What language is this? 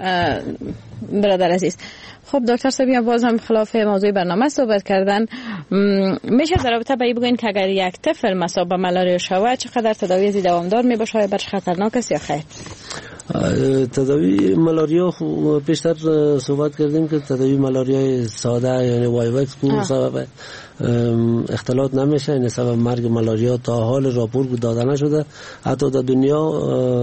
Persian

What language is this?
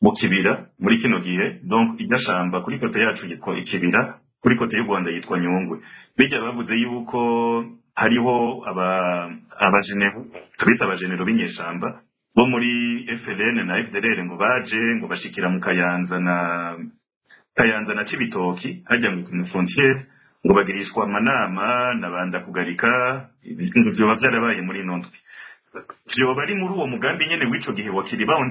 Rundi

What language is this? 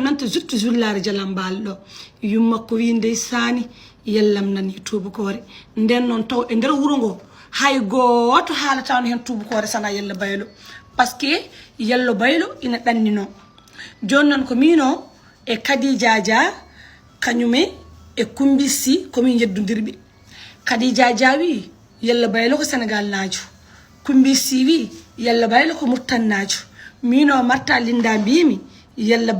Fula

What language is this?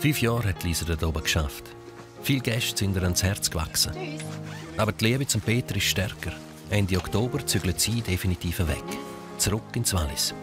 Swiss German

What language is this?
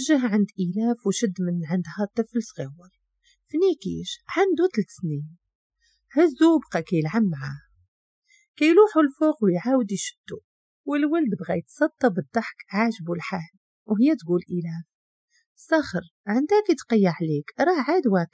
Moroccan Arabic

